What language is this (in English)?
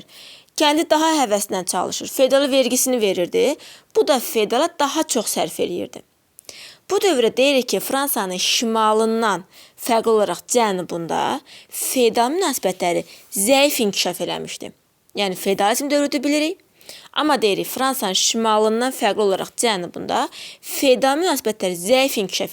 Azerbaijani